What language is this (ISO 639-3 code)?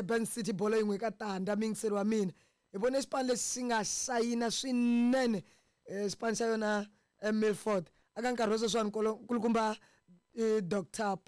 tso